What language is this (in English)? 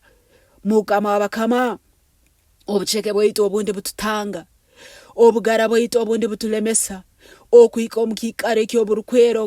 Nyankole